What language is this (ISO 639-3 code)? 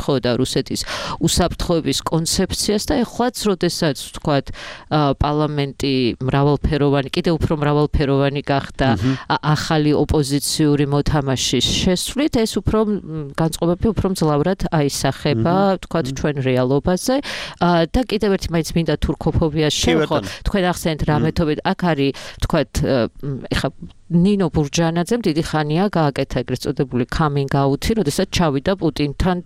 kat